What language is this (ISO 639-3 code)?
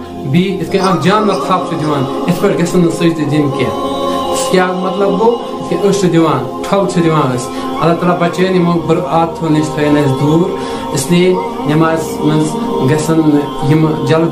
kas